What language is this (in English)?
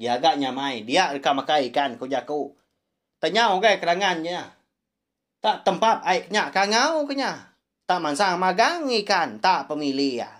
Iban